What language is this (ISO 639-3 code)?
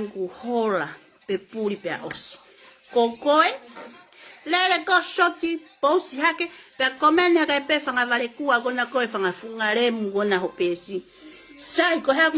ton